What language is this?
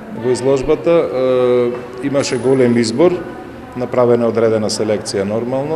Macedonian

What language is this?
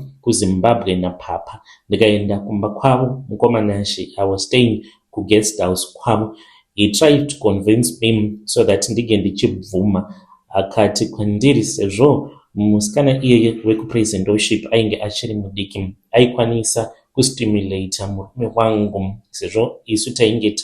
Shona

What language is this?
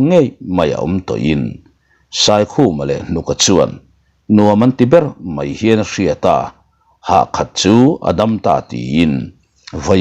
Mizo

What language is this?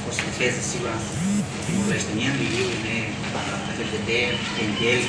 Tetum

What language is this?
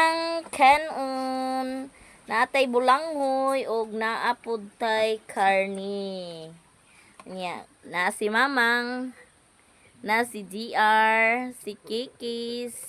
Cebuano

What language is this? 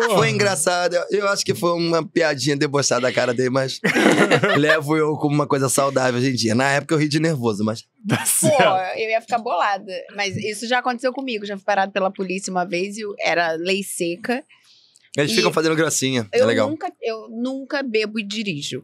Portuguese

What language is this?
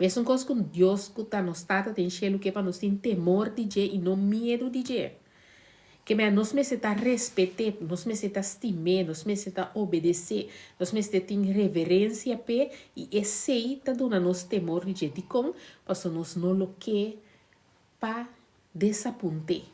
Papiamento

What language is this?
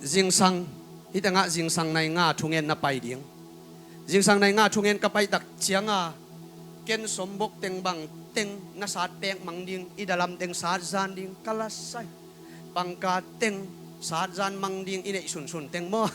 Tedim Chin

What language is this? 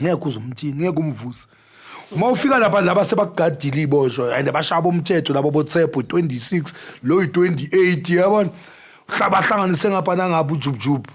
Zulu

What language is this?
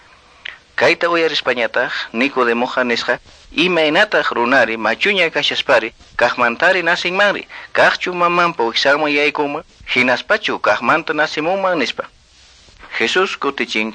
Quechua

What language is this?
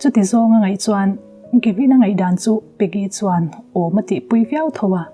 Mizo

